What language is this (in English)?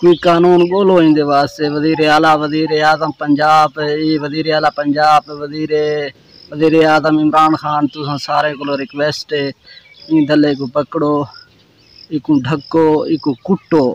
Saraiki